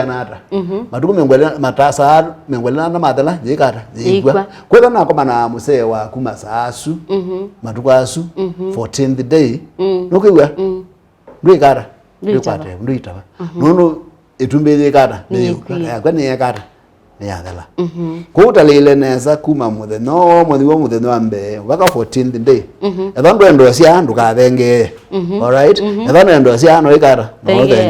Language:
Kamba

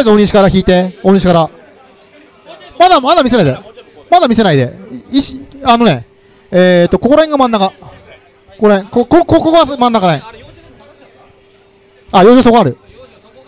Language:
Japanese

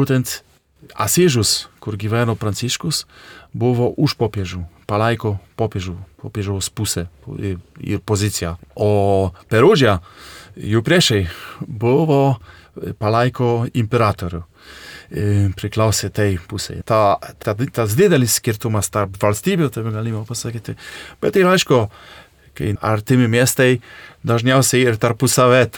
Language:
Lithuanian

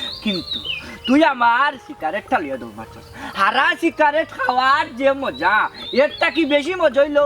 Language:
Sylheti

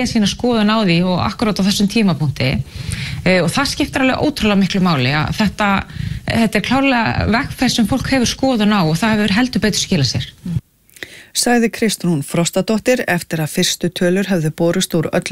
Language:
Icelandic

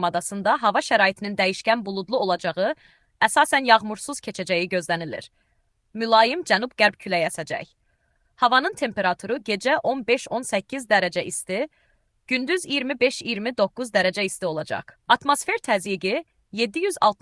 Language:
Azerbaijani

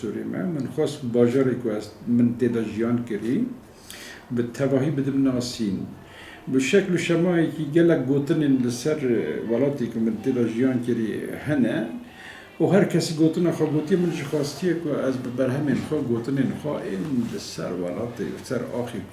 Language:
Kurdish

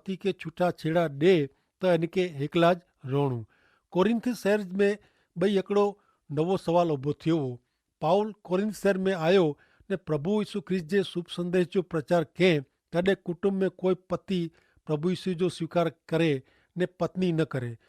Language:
Kachhi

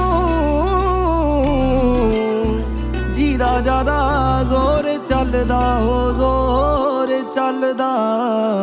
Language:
Punjabi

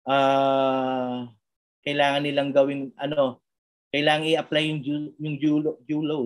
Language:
Filipino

